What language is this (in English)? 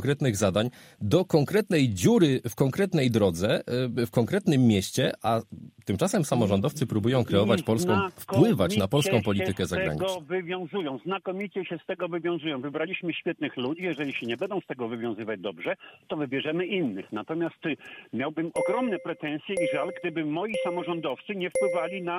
Polish